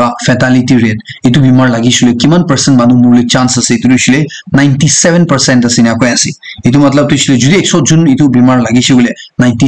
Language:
Naga Pidgin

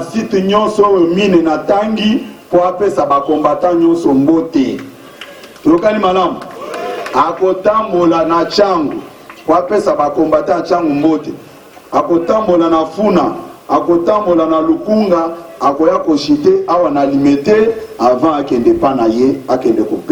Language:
Lingala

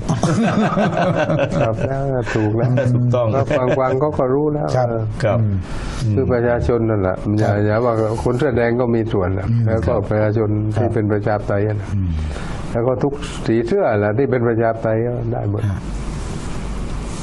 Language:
Thai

